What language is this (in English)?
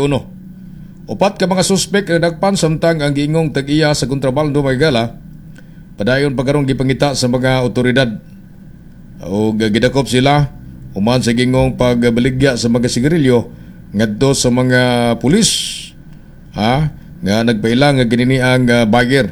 Cebuano